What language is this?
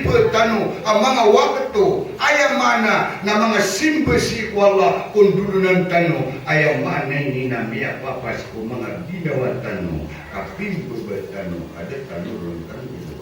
Maranao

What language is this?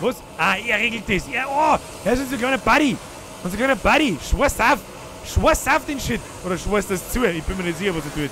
Bavarian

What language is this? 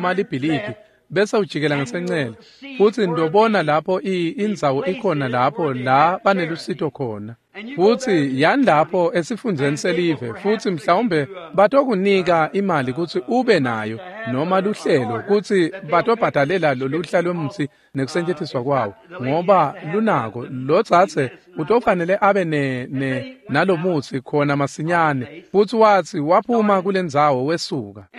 Swati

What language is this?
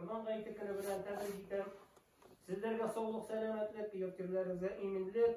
Tatar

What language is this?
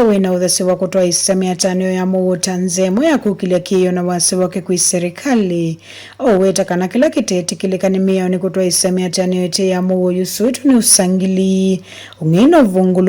Kamba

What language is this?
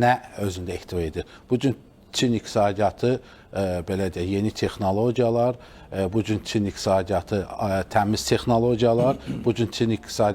Azerbaijani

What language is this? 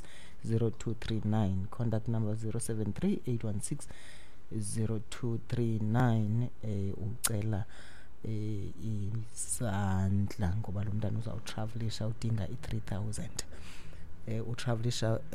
Xhosa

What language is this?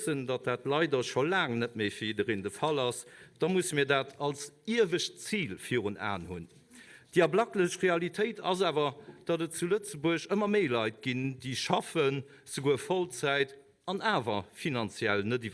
Luxembourgish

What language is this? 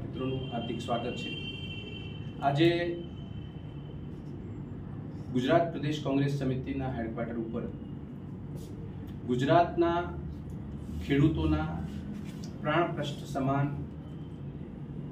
Gujarati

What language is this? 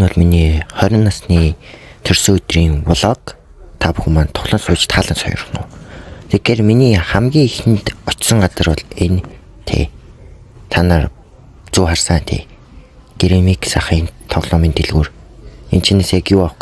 Mongolian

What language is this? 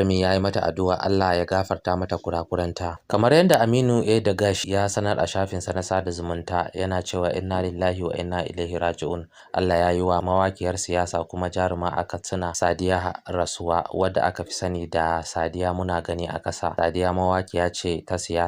Hausa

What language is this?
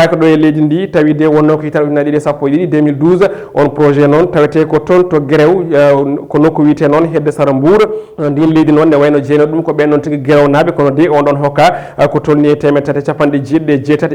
Fula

